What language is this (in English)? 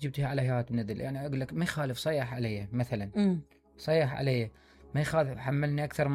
Mesopotamian Arabic